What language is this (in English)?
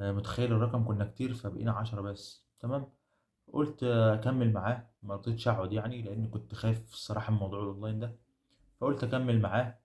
Egyptian Arabic